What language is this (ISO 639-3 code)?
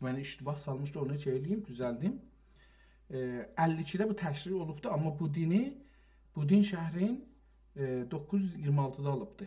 azb